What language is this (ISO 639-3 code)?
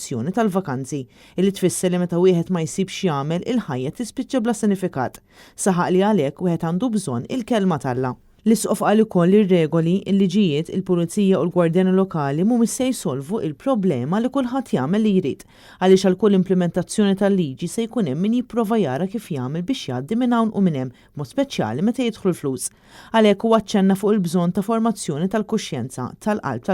mlt